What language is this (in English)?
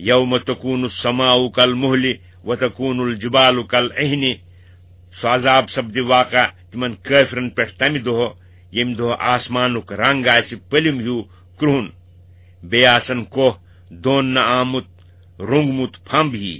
Kashmiri